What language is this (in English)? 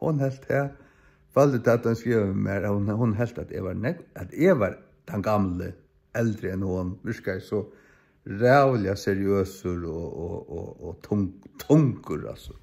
Faroese